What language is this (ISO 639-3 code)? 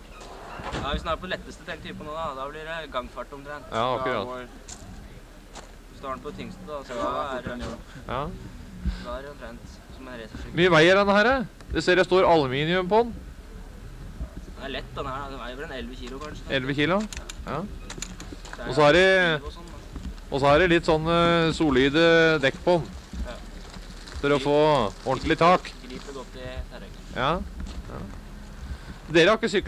nor